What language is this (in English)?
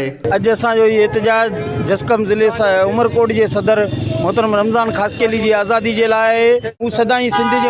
Sindhi